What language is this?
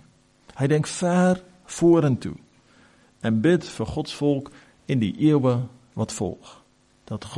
Afrikaans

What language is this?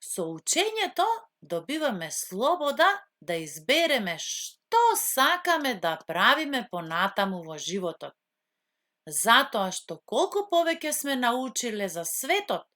Macedonian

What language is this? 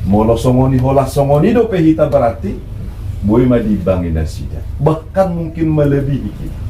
Batak Toba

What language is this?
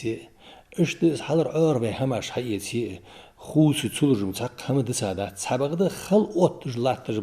Ingush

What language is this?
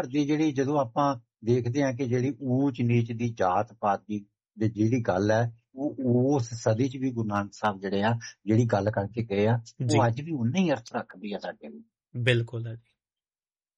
Punjabi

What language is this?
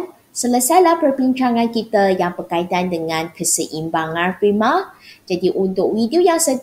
Malay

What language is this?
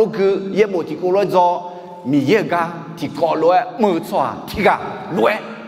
Akha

